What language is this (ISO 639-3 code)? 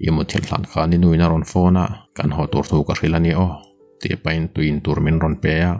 lus